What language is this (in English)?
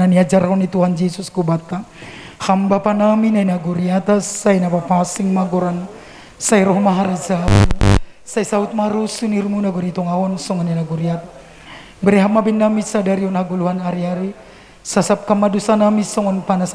Batak Simalungun